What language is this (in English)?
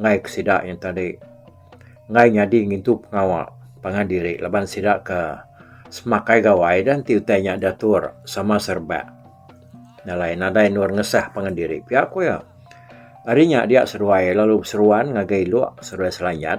Iban